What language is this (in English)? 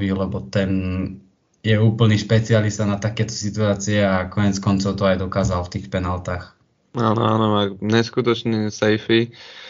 Slovak